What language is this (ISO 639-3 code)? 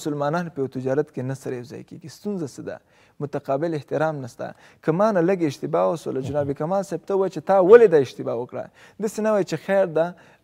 pus